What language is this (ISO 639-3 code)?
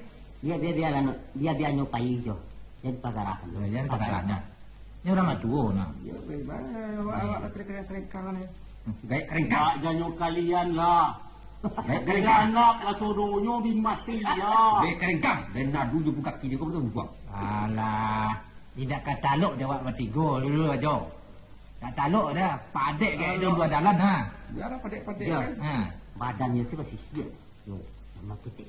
min